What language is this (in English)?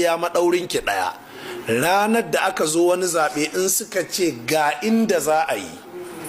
Hausa